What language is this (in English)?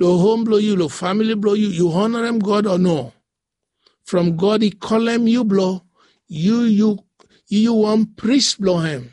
Bislama